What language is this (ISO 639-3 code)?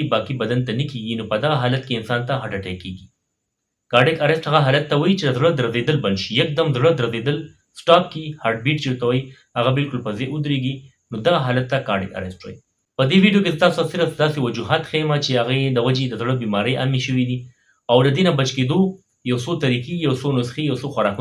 pus